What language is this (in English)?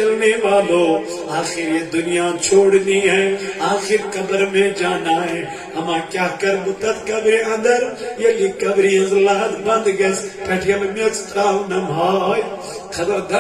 Kashmiri